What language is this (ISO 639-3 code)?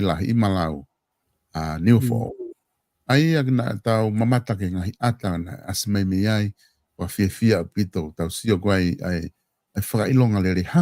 ton